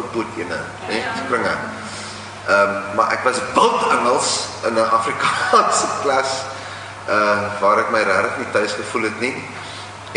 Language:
Afrikaans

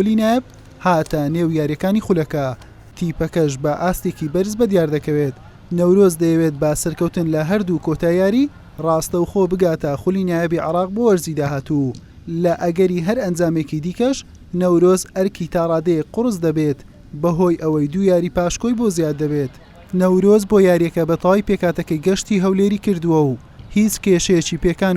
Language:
Central Kurdish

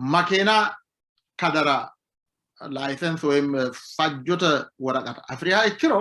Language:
Sidamo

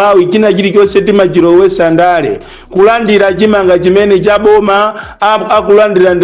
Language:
Nyanja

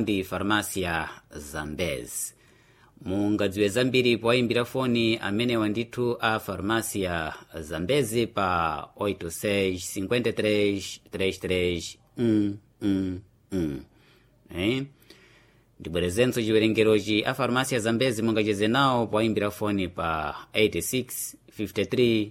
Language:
Nyanja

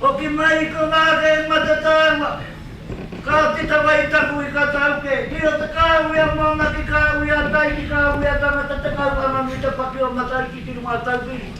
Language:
Māori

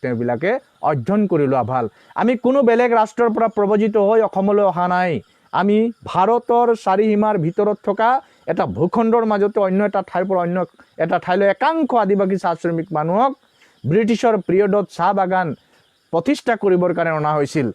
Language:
Assamese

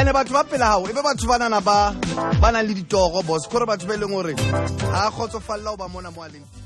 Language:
Southern Sotho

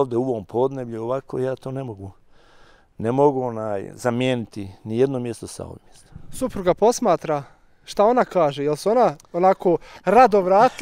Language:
Bosnian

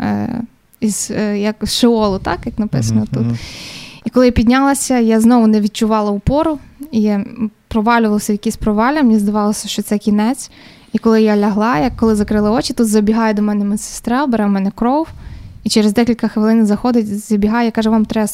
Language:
Ukrainian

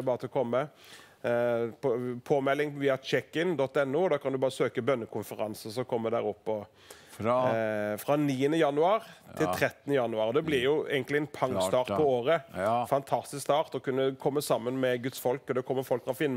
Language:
Norwegian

